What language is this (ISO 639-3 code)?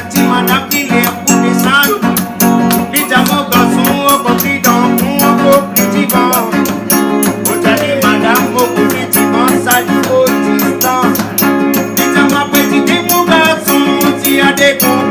rcf